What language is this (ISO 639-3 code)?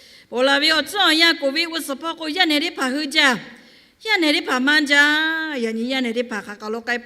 lhu